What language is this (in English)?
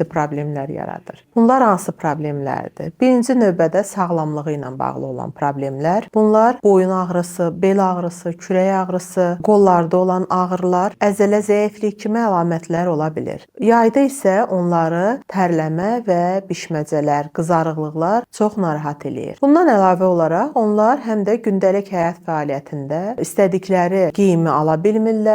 Azerbaijani